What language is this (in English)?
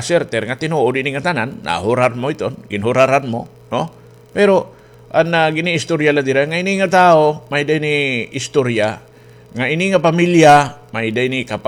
Waray